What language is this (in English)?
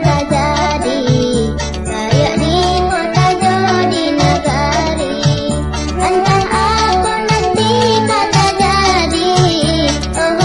Minangkabau